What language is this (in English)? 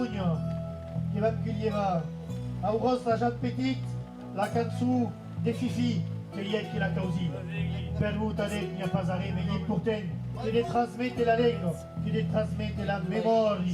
Occitan